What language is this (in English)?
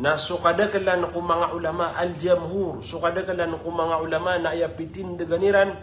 Maranao